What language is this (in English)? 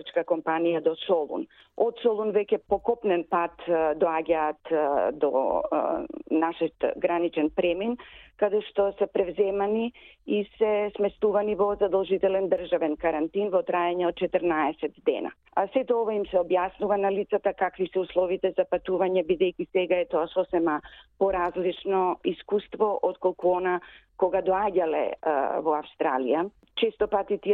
Macedonian